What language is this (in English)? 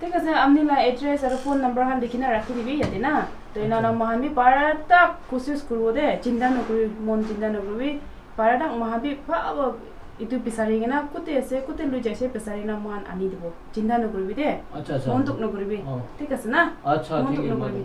Naga Pidgin